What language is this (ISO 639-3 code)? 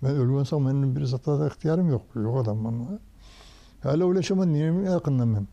kum